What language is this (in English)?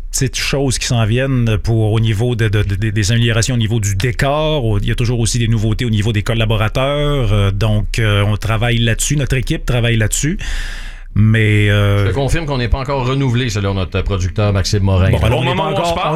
French